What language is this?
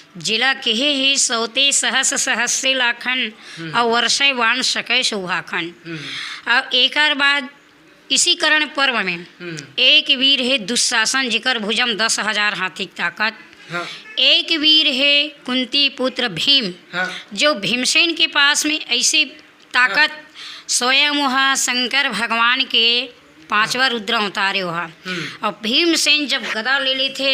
Chhattisgarhi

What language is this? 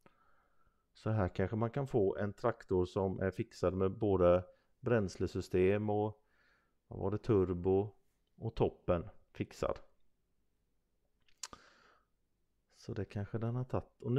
Swedish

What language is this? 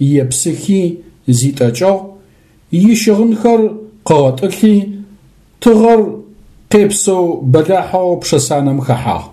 Adyghe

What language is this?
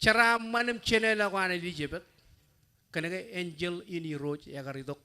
Marshallese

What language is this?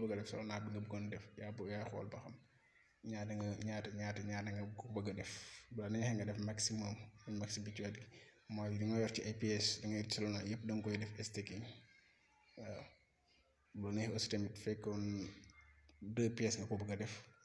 Wolof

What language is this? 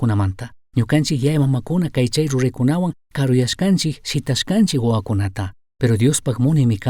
Chimborazo Highland Quichua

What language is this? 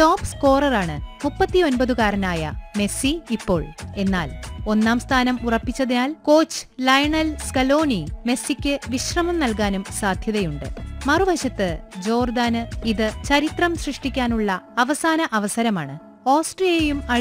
Malayalam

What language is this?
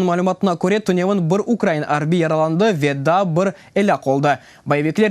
Crimean Tatar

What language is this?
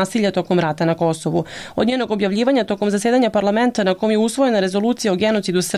Serbian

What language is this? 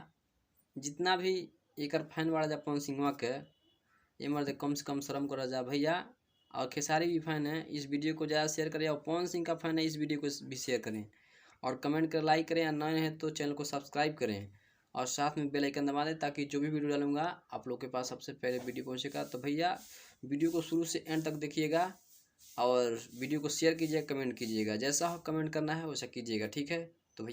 Bhojpuri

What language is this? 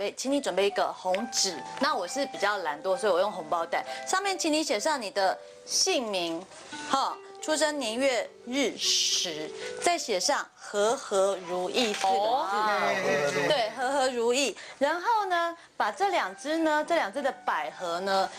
Chinese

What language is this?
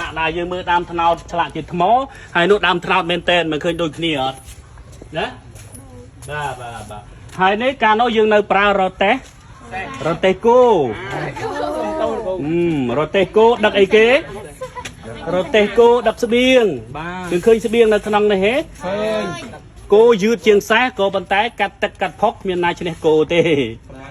Khmer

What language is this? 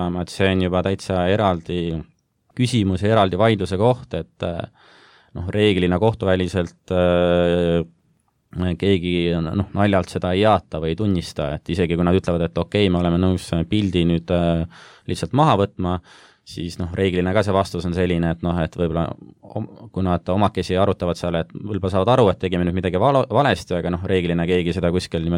Estonian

